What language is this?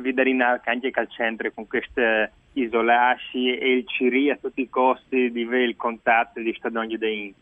Friulian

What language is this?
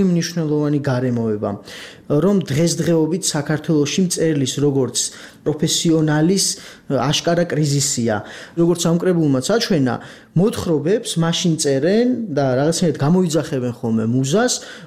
Georgian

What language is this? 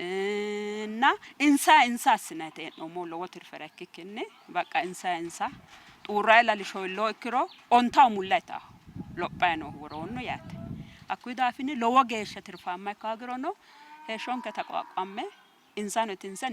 Sidamo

